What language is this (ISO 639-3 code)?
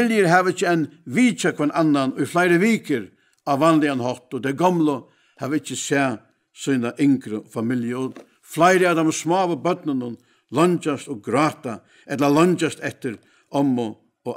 fao